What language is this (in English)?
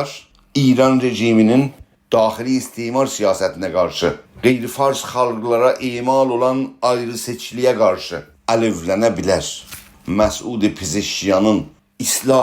South Azerbaijani